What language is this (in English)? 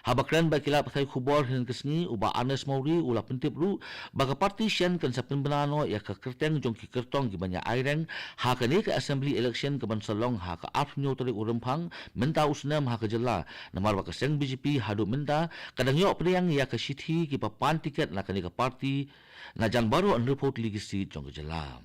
Khasi